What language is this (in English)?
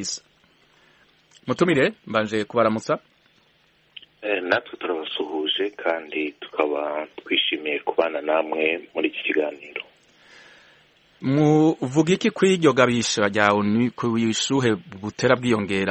Kinyarwanda